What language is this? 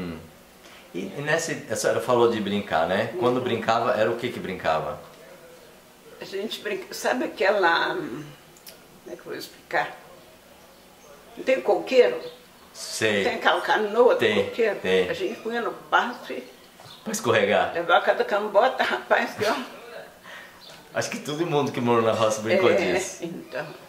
Portuguese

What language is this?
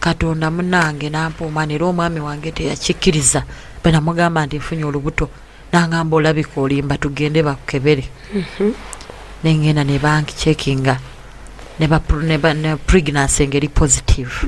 Ganda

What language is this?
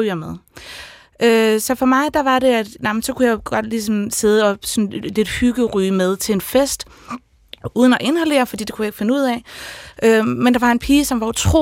Danish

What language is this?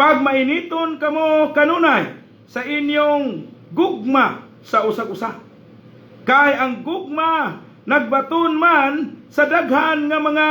Cebuano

